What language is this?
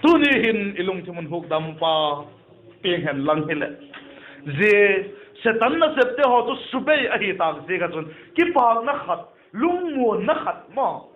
Vaiphei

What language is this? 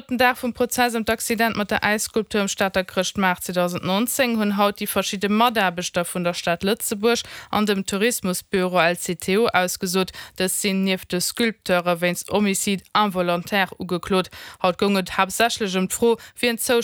Luxembourgish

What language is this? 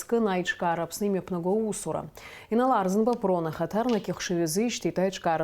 Abkhazian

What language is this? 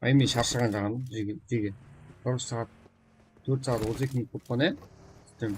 Kara-Kalpak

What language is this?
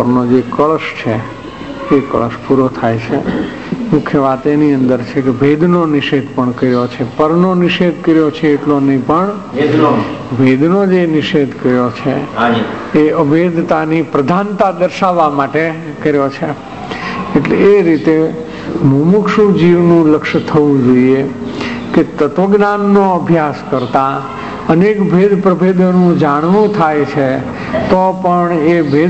Gujarati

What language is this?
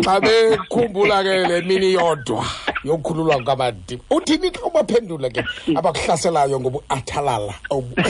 Xhosa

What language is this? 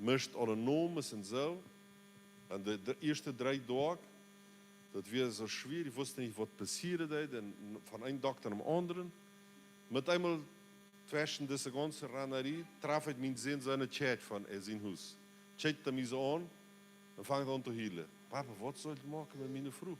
Plautdietsch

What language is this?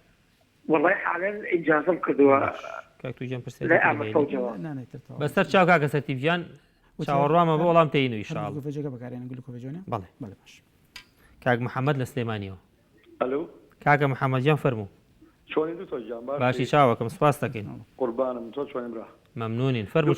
Central Kurdish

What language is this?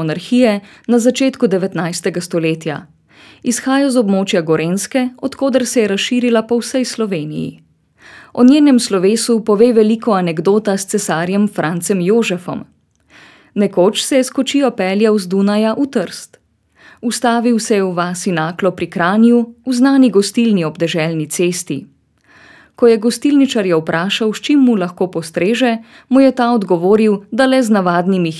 Slovenian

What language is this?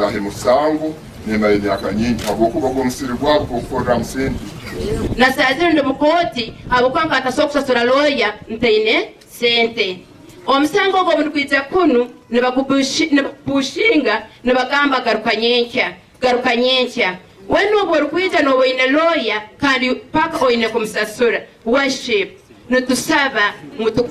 Nyankole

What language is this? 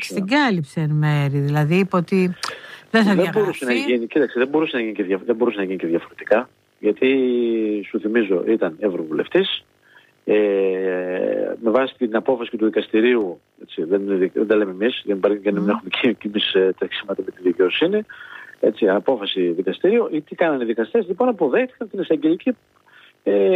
Greek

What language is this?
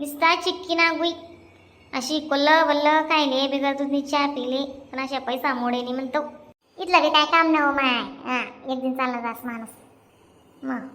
Khandesi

